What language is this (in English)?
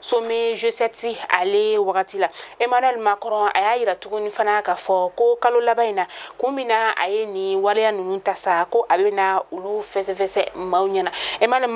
Bambara